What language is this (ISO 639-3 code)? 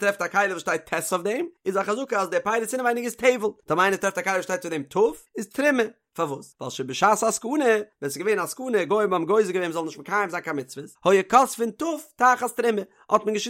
yid